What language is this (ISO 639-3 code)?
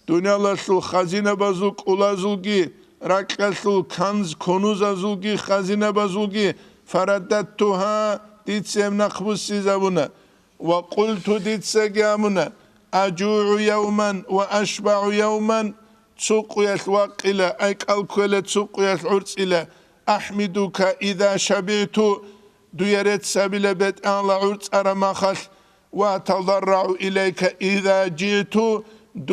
ava